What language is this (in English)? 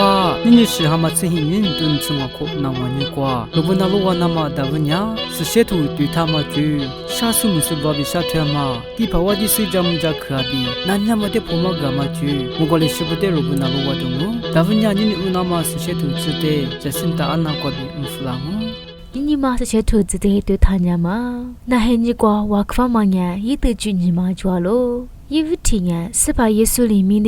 Lisu